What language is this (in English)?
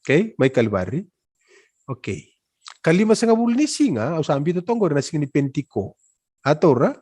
Fijian